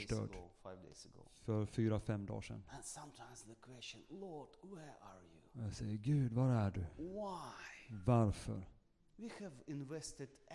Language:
Swedish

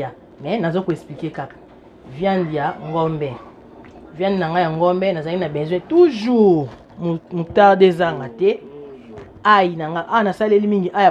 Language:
Lingala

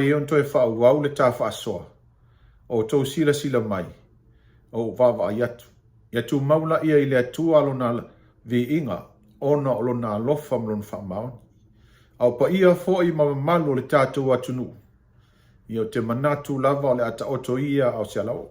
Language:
Samoan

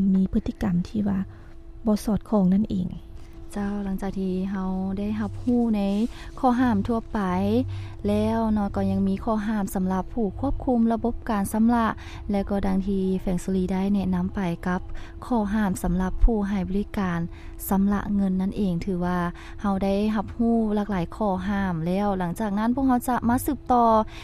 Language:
Lao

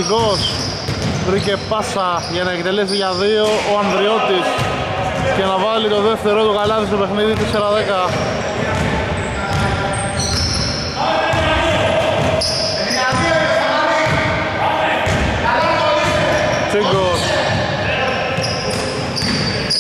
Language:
Greek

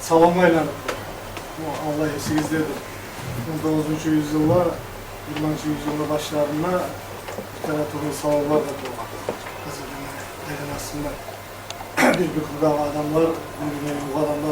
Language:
Kumyk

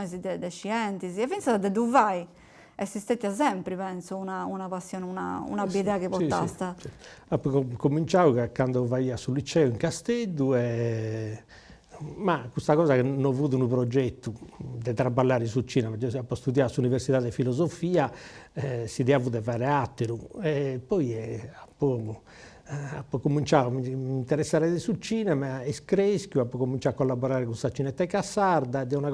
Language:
Sardinian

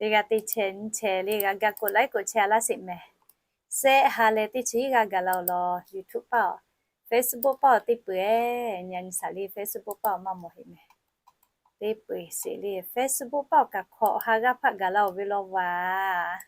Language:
Lahu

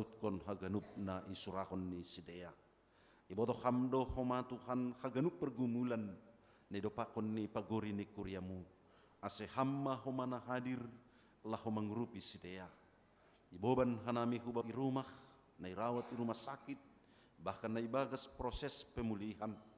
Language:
Batak Simalungun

